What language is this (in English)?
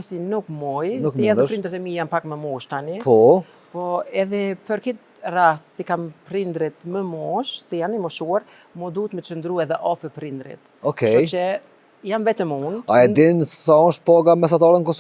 Albanian